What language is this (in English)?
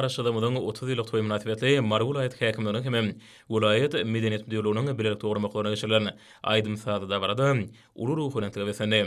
Turkmen